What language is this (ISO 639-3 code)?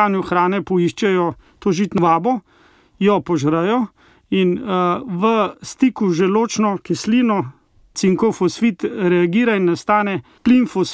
slv